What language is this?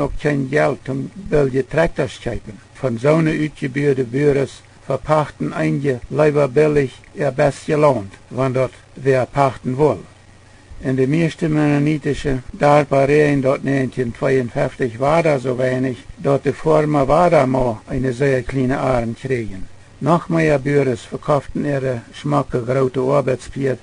Plautdietsch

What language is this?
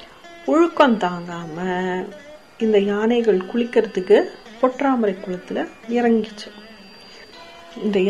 Tamil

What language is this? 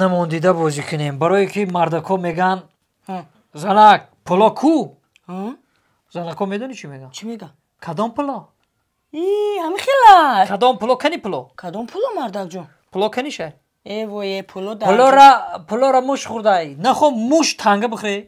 Tajik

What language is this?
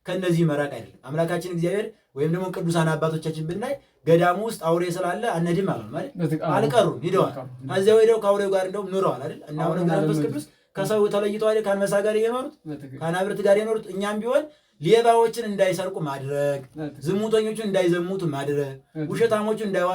Amharic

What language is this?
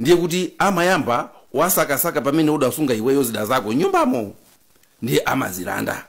Nyanja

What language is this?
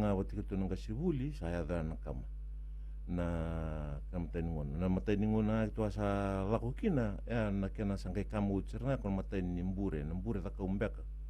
Fijian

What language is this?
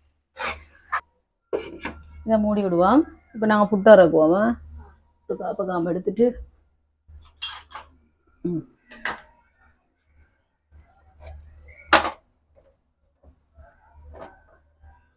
Tamil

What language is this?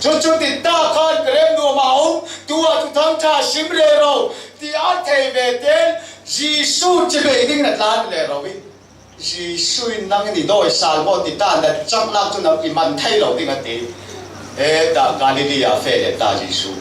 Falam Chin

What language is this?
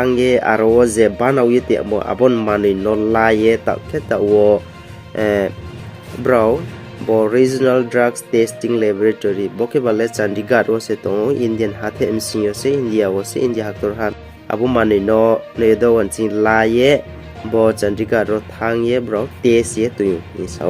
Riang (India)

